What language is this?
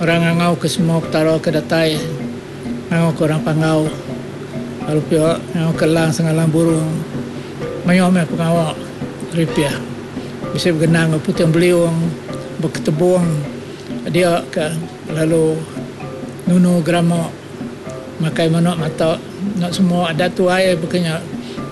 Iban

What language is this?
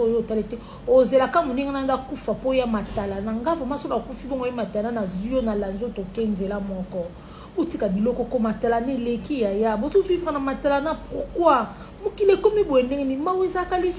Lingala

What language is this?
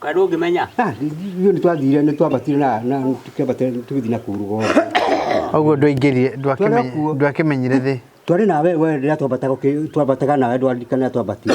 Kikuyu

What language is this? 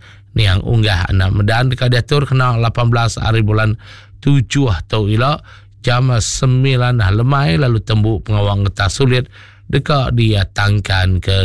Iban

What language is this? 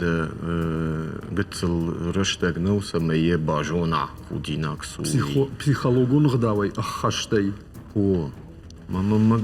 Ossetic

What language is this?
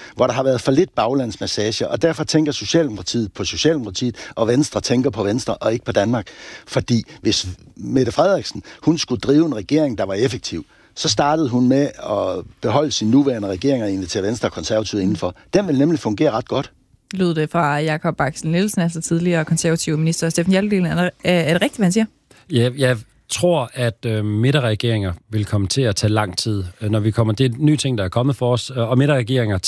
Danish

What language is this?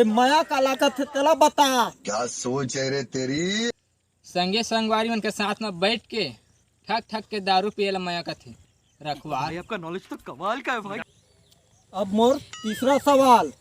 Chhattisgarhi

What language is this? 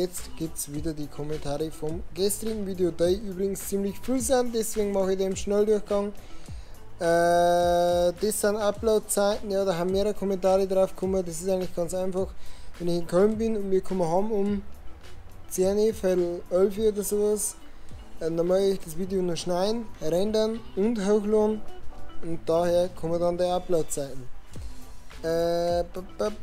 Bavarian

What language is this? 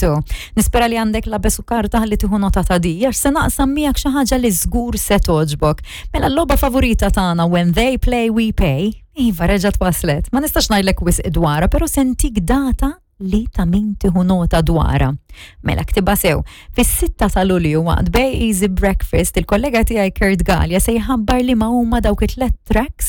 Maltese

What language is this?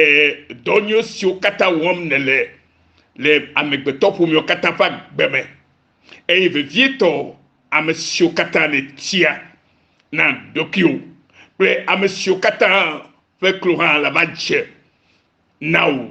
Ewe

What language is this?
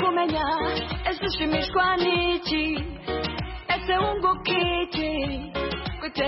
Kinyarwanda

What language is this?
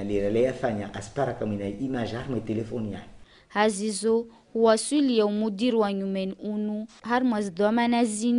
Ngazidja Comorian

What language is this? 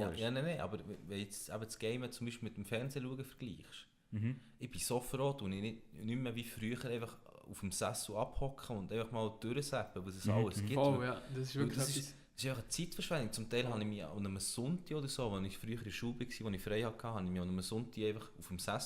Swiss German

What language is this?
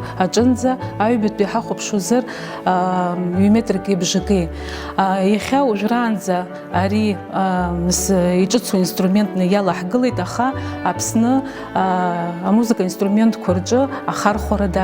Abkhazian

